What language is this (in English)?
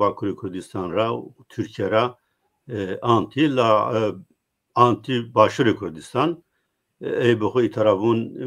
Zaza